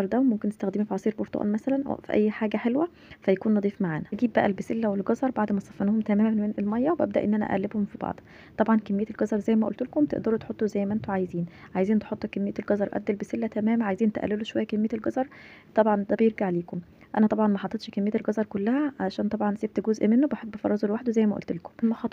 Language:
Egyptian Arabic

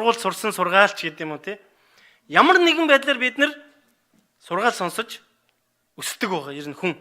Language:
Mongolian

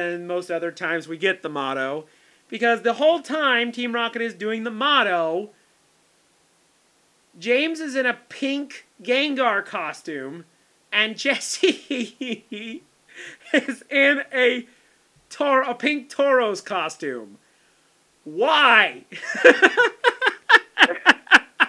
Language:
English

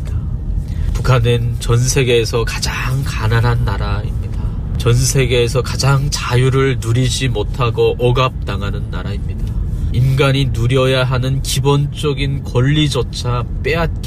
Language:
Korean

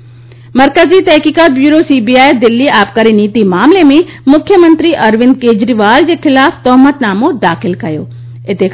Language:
Sindhi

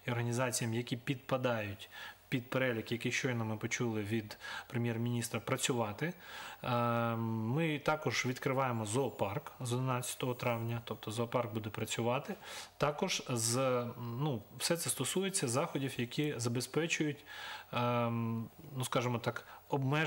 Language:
Ukrainian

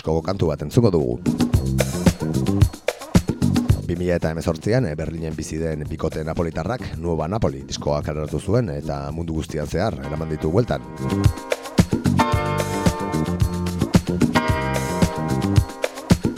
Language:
Basque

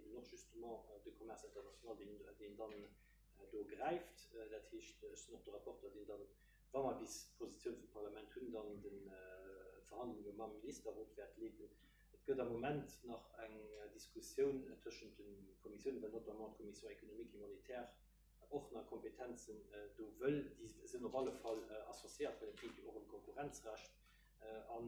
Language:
Luxembourgish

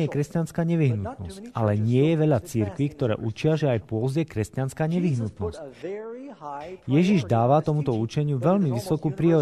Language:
Slovak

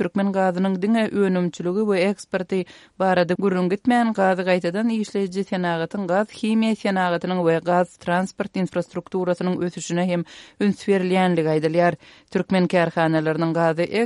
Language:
Turkmen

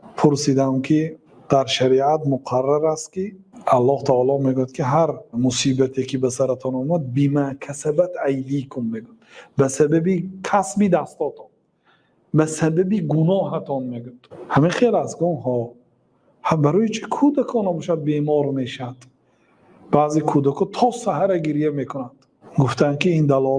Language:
Tajik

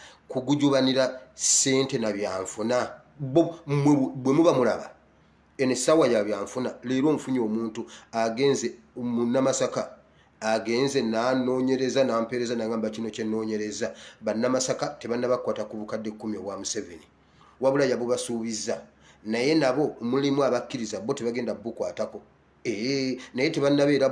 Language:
Ganda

